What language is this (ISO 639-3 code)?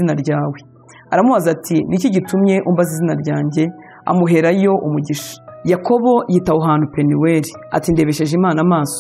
kin